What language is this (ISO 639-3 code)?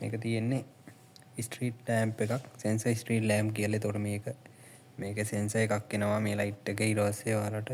sin